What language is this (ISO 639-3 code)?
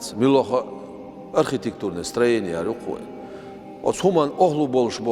che